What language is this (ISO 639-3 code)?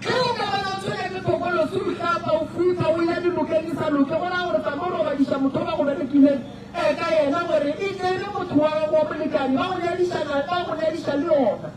nso